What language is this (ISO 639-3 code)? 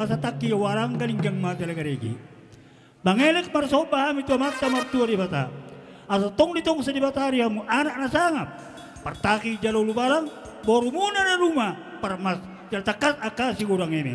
bbc